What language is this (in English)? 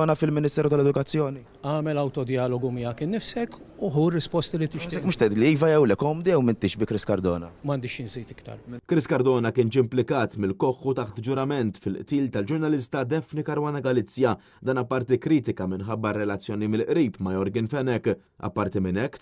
Maltese